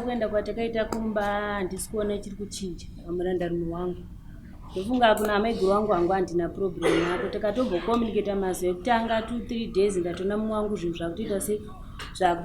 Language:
Shona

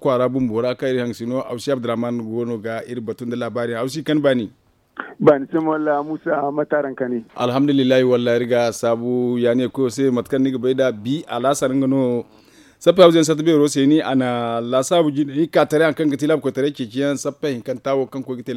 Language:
Zarma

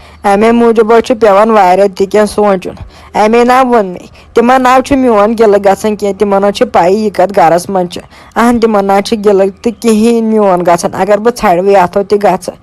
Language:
Kashmiri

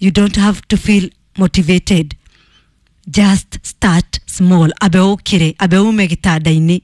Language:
Kikuyu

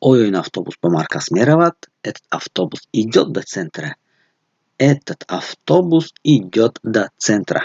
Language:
Tajik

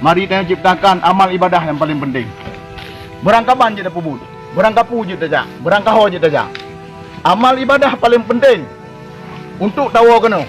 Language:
Achinese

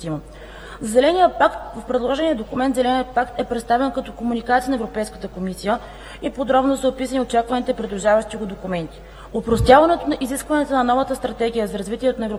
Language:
Bulgarian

